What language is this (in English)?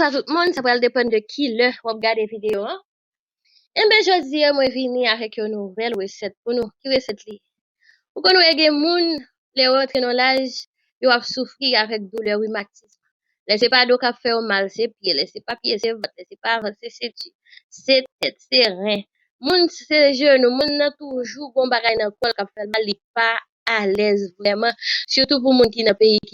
Haitian Creole